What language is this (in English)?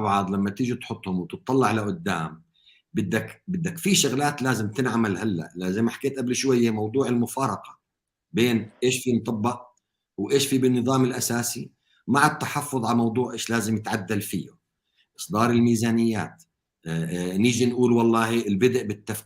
North Levantine Arabic